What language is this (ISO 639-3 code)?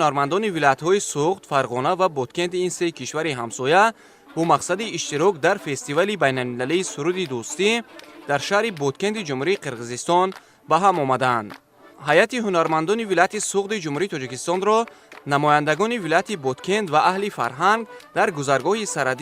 tgk